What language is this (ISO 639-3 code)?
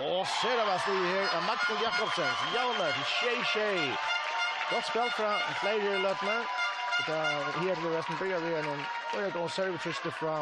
fao